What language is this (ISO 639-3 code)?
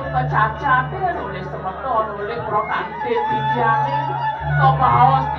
ban